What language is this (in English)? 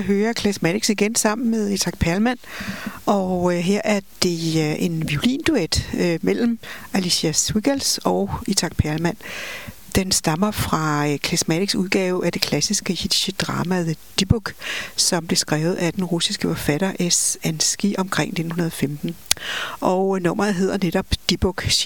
Danish